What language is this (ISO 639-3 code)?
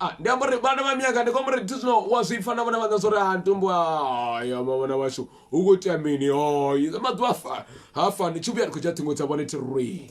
ven